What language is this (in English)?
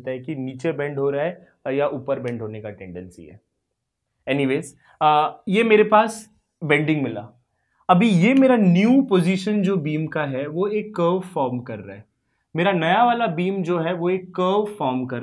Hindi